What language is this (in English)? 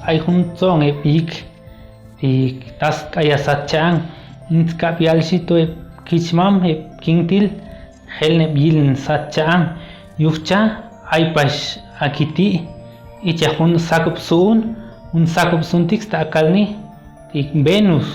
Chuj